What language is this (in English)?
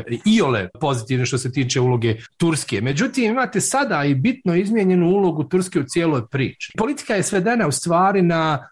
Bosnian